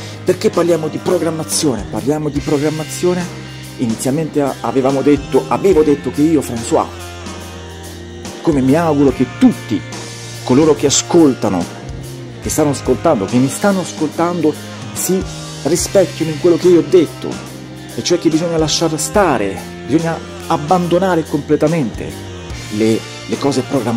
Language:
Italian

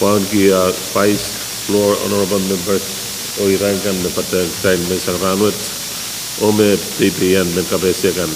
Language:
Pohnpeian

